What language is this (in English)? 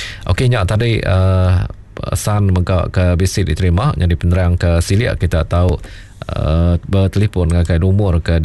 Iban